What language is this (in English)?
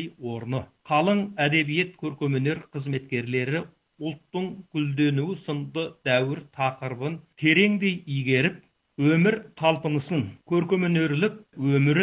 Kazakh